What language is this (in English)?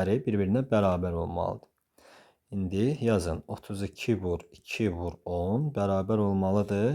Azerbaijani